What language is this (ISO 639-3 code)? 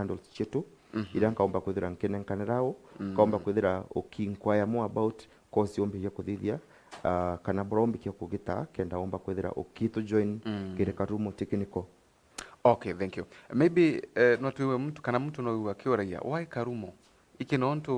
mer